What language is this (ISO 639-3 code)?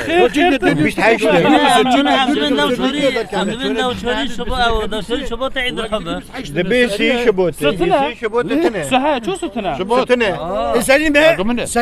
kur